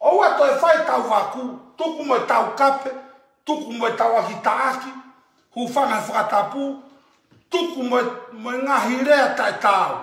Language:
Tongan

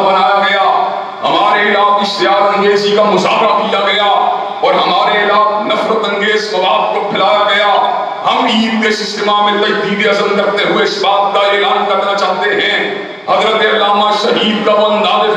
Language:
Urdu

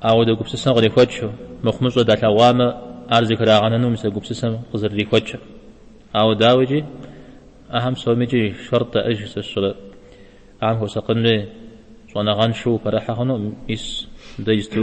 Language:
Kabardian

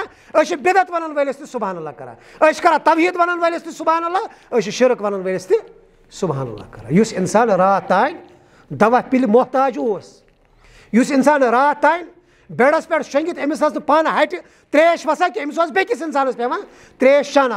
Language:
Kashmiri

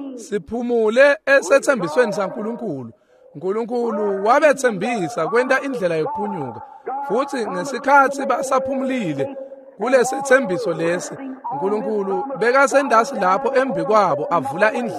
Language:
Swati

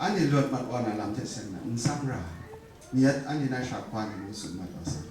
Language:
Kachin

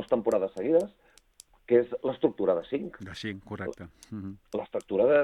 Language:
Catalan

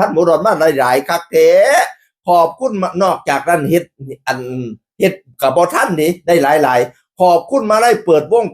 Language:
Northeastern Thai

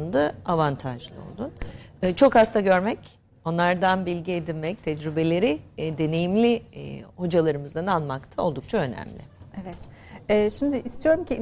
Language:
Turkish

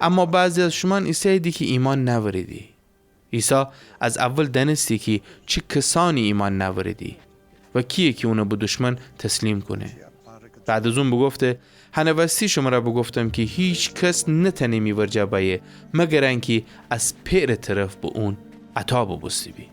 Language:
Gilaki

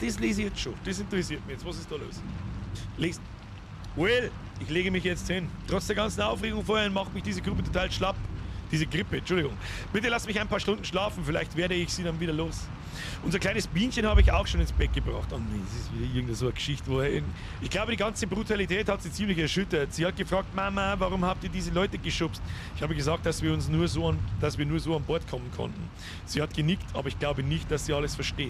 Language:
Bavarian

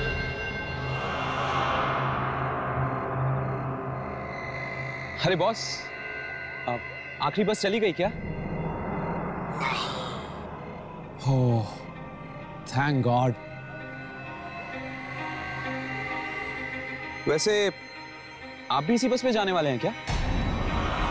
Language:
Hindi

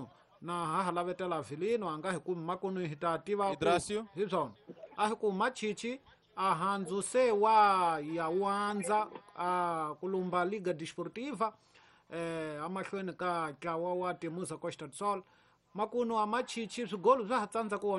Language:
Tsonga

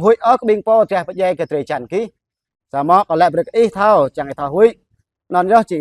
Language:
Jarai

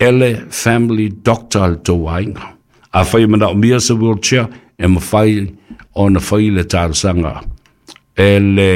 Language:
Samoan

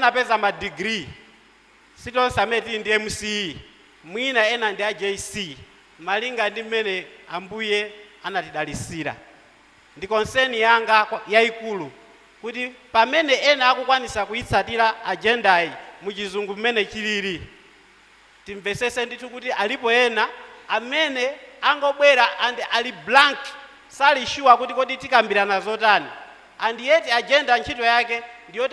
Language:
Nyanja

